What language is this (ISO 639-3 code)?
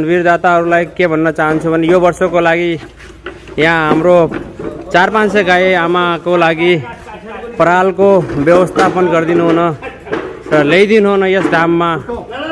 nep